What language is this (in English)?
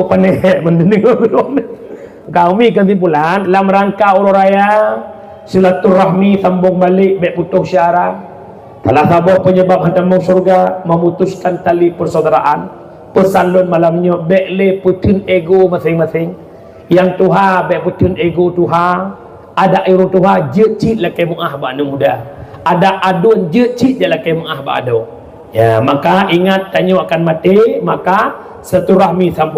Achinese